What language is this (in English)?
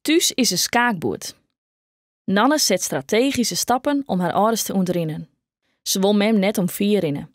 Western Frisian